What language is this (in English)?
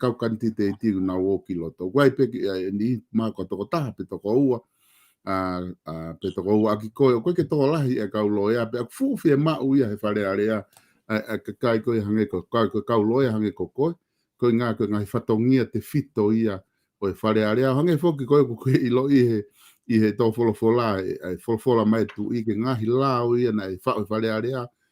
Tongan